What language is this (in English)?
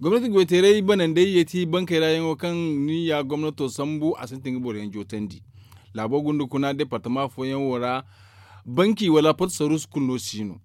Zarma